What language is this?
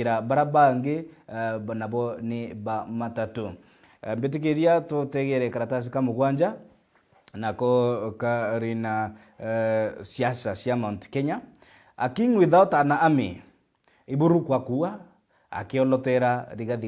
Meru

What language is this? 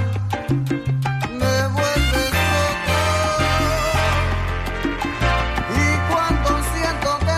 Spanish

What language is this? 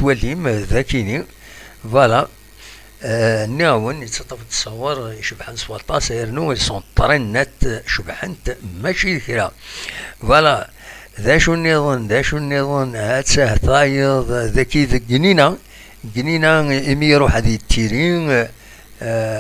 Kabyle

